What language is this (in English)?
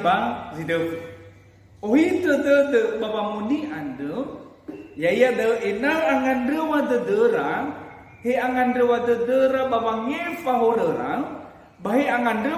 Nias